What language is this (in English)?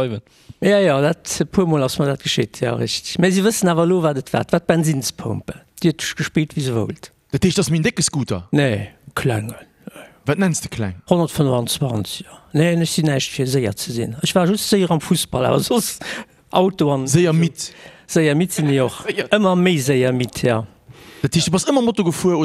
Luxembourgish